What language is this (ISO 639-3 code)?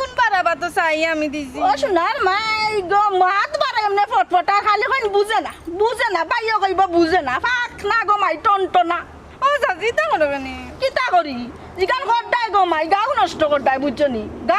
syl